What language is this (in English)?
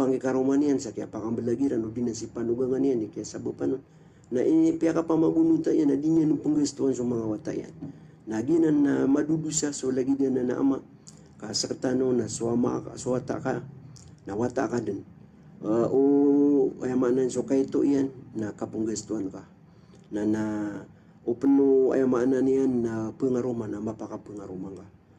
Maranao